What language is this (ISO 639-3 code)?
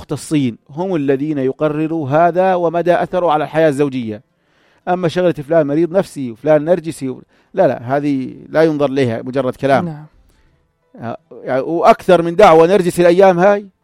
apc